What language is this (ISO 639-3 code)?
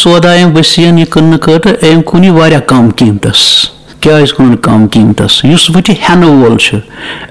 kas